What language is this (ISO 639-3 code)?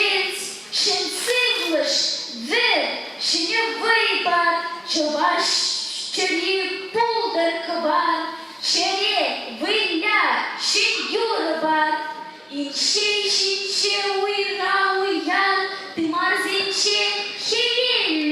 chv